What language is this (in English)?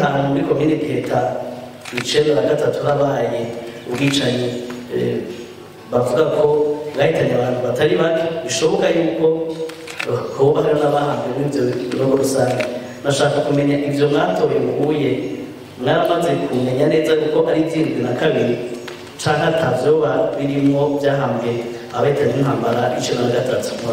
Rundi